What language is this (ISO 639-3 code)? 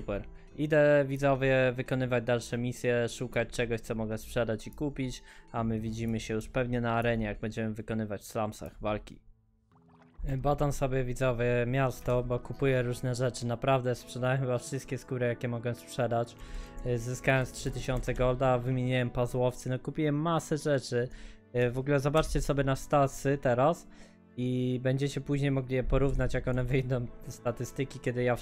pol